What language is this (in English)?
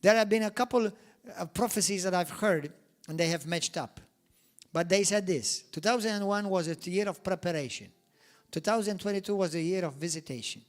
English